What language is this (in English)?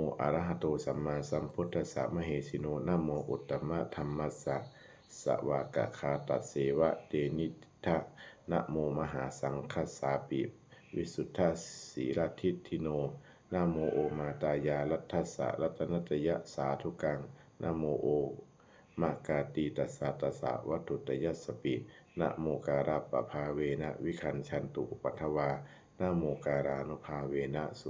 Pali